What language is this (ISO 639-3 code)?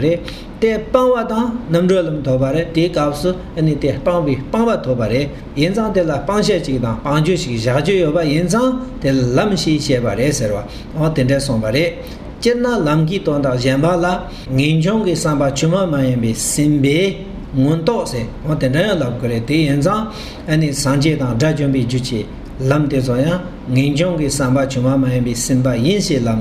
bod